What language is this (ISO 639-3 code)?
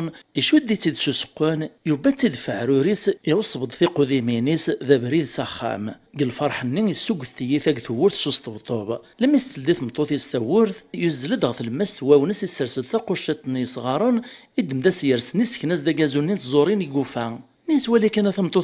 kab